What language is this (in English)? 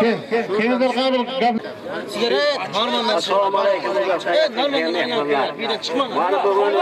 Turkmen